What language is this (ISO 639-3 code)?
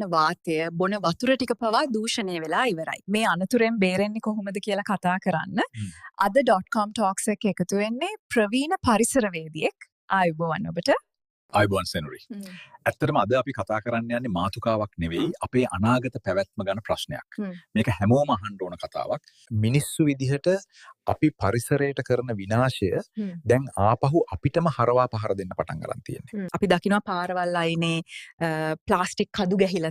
sin